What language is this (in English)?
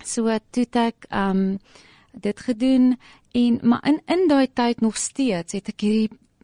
Afrikaans